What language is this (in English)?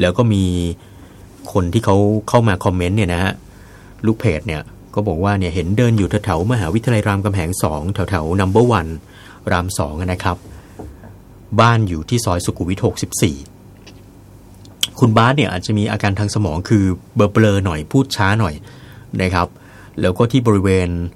Thai